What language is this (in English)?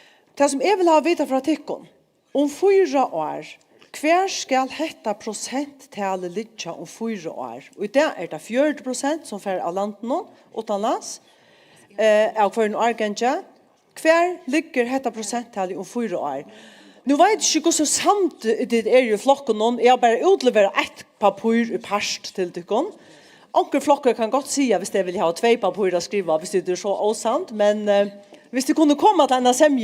Faroese